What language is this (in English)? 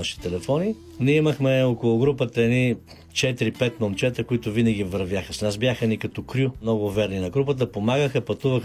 Bulgarian